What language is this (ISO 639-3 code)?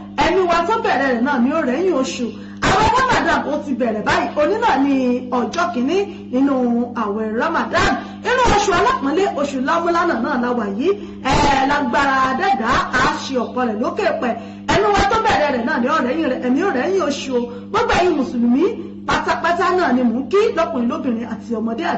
yor